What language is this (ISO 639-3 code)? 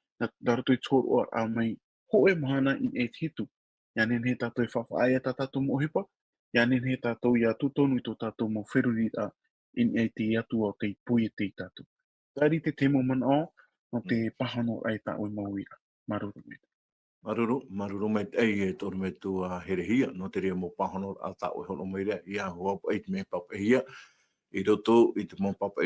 tah